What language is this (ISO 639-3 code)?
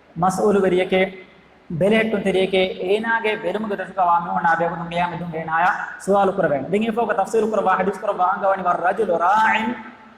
div